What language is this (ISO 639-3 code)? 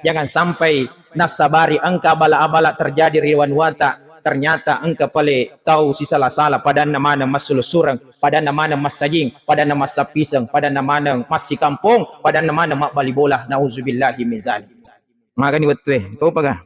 bug